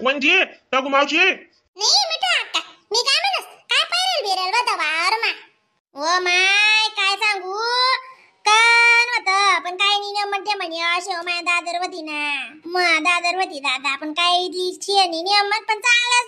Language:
Khandesi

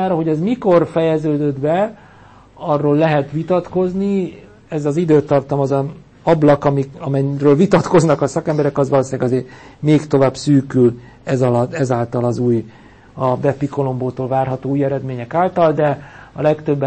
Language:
Hungarian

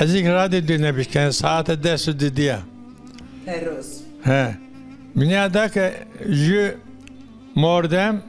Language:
Zaza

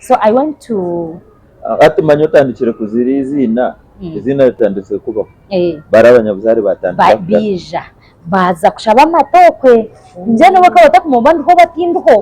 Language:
Nyankole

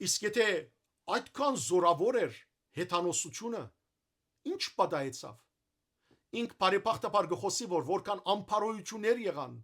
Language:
Western Armenian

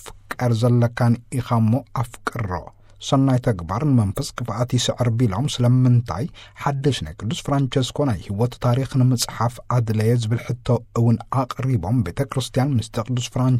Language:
Tigrinya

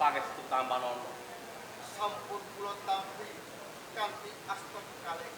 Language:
Javanese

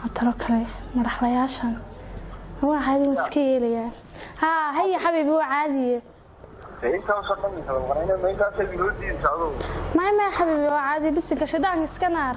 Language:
Somali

